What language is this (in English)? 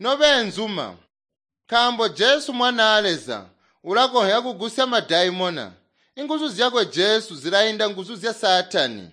Tonga (Zambia)